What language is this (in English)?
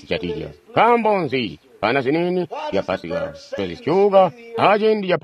Tonga (Zambia)